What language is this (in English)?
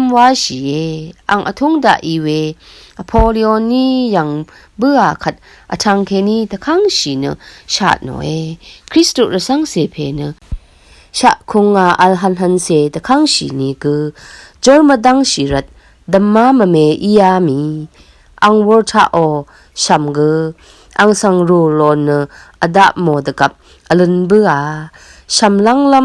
Rawang